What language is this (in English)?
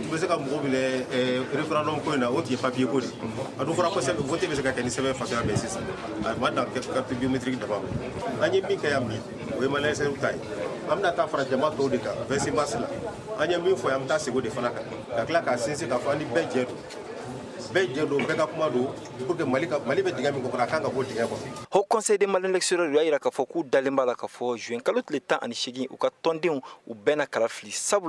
Bambara